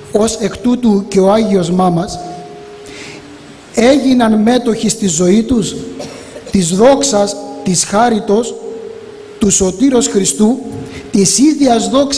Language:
Greek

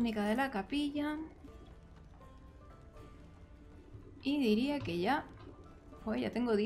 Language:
Spanish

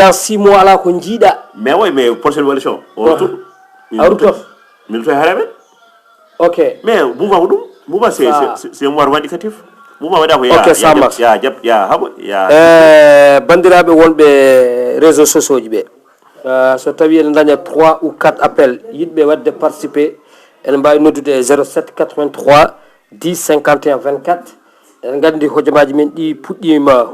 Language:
Fula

